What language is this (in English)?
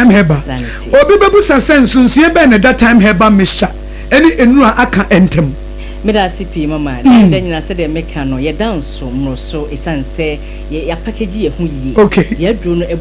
Akan